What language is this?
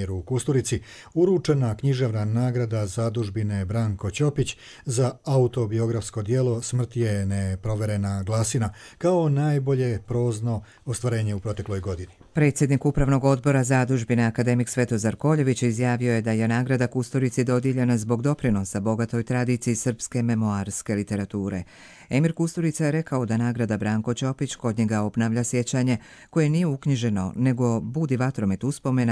Croatian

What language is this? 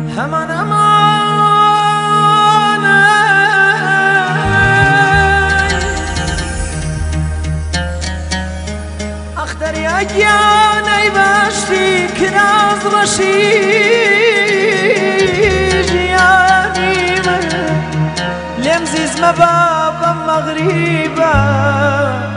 Central Kurdish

